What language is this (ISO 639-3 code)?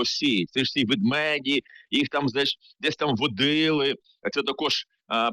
ukr